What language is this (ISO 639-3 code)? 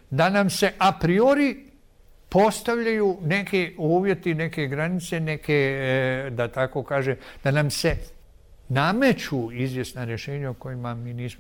bos